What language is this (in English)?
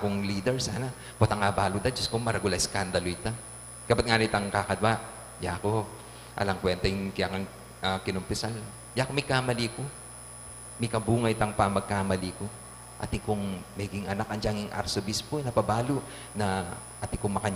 Pampanga